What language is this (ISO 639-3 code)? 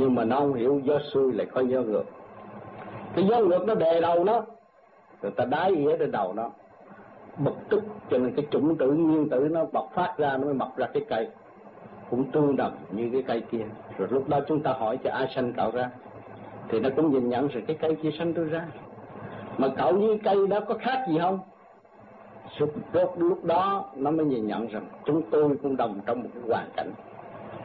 vie